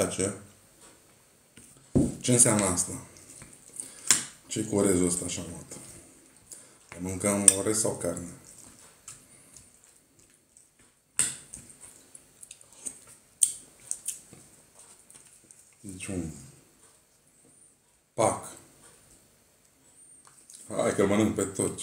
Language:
Romanian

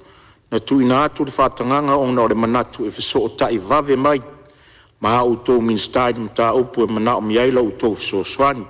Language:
Samoan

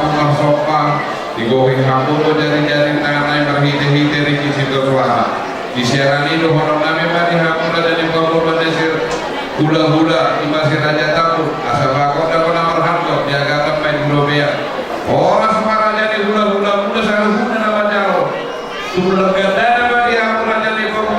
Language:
Batak Toba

